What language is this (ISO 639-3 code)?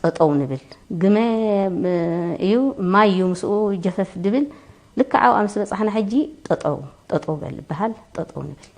tir